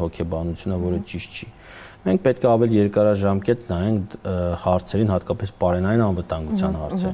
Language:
Armenian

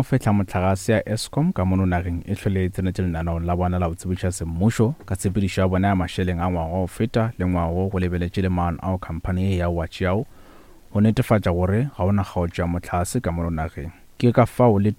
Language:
Northern Sotho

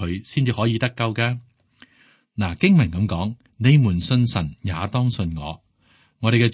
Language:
Cantonese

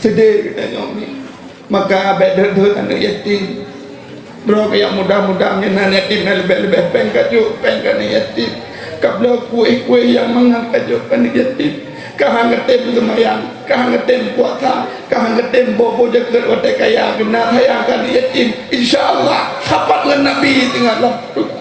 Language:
Achinese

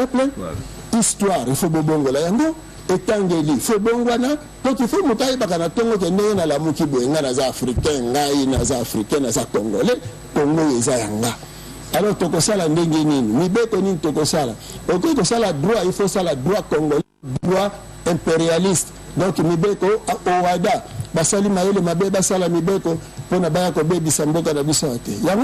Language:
Lingala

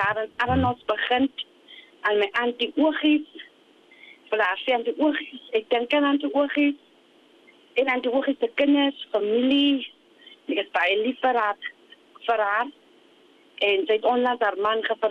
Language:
Afrikaans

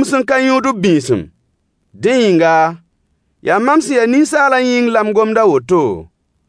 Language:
Mossi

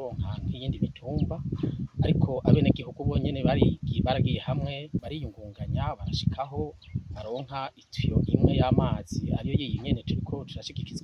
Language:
Rundi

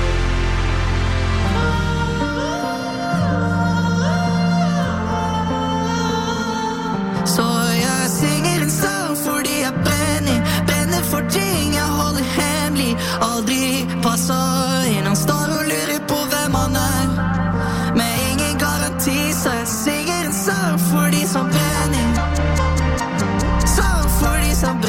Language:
Norwegian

